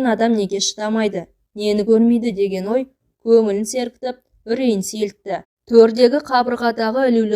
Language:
Kazakh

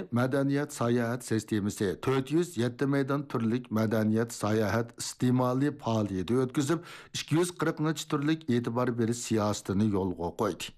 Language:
Uyghur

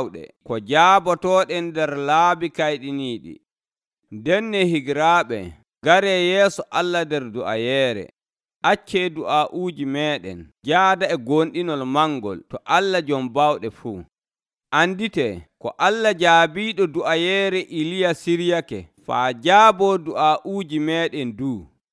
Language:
Nigerian Fulfulde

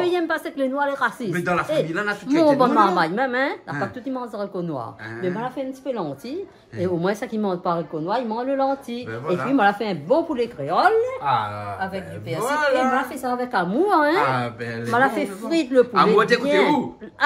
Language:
Réunion Creole French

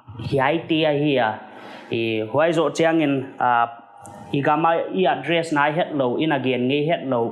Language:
Paite Chin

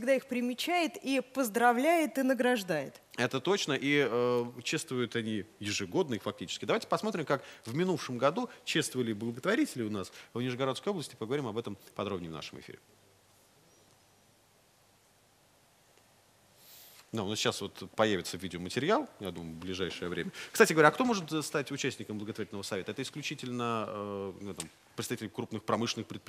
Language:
Russian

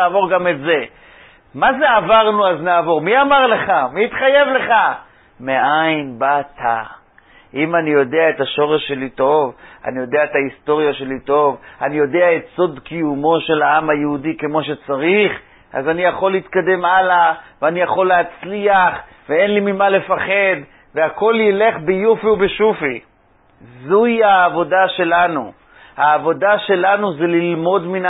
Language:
Hebrew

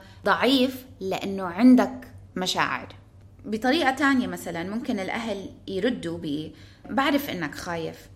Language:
North Levantine Arabic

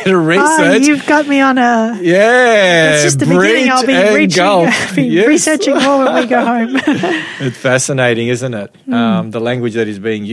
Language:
English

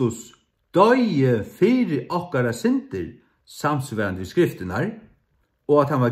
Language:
Faroese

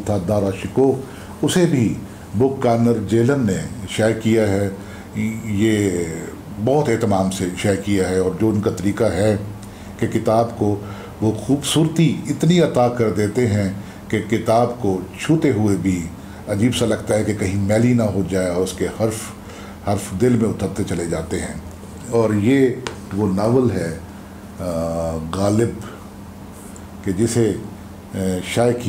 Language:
Urdu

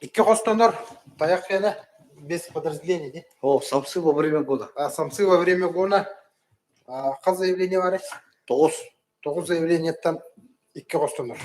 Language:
Yakut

